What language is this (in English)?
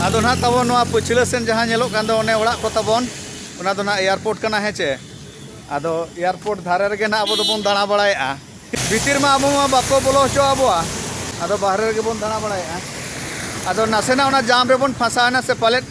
Santali